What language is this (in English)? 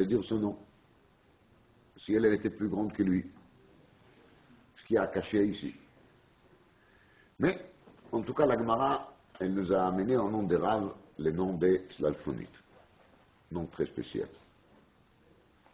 French